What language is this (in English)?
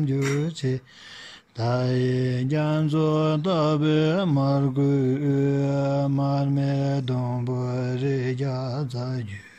Tibetan